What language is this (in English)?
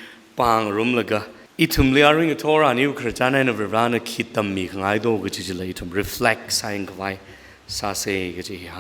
Tangkhul Naga (India)